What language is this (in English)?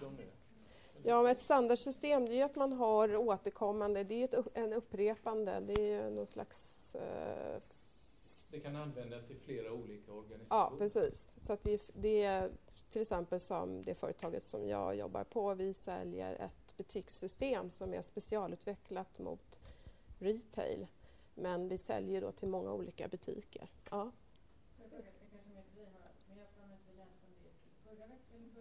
Swedish